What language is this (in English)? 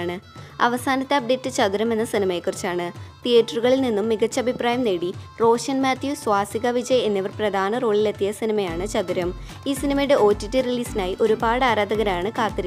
Malayalam